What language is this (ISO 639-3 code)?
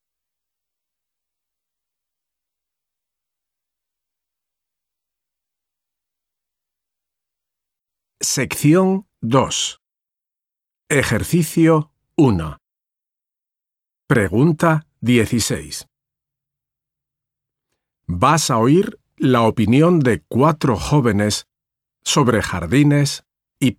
spa